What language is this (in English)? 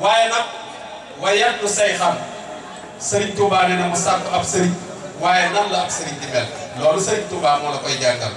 Wolof